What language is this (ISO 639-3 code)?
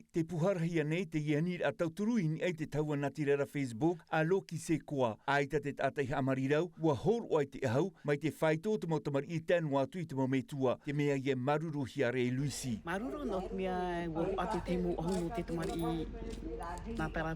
tah